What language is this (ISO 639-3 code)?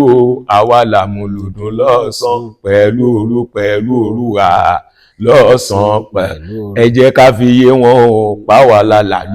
yor